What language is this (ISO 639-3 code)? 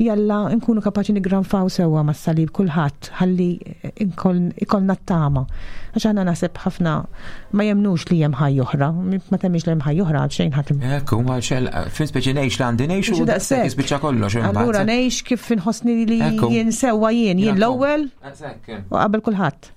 mlt